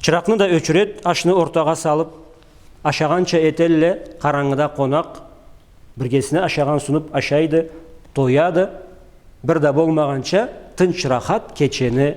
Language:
Karachay-Balkar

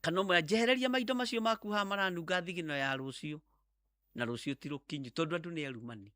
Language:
Kikuyu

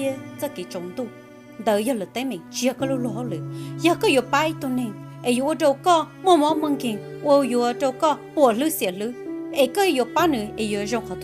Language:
Hmong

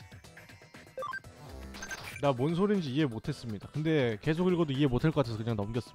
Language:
Korean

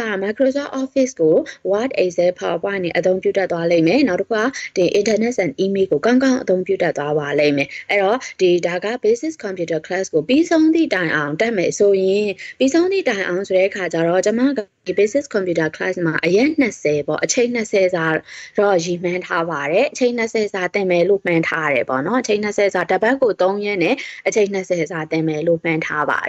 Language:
Burmese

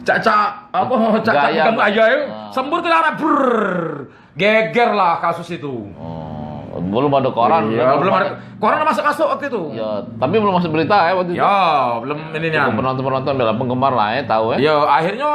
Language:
Musi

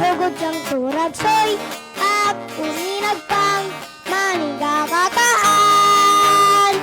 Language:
Hiligaynon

